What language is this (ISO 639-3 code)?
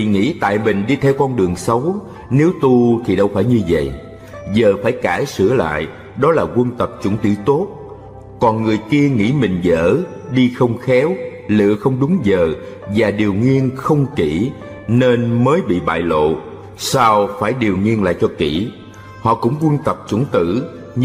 vie